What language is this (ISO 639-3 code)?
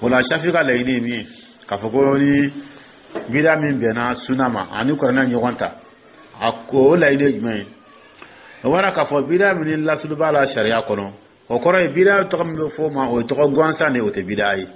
dyu